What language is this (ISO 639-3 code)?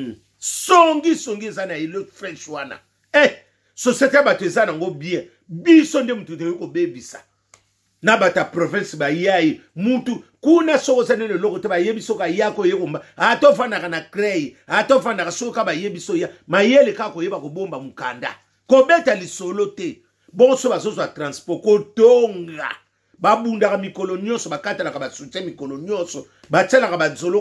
lin